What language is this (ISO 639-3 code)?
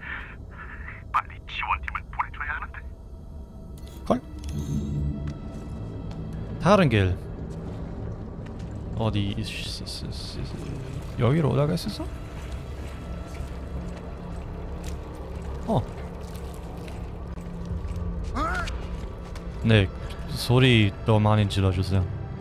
kor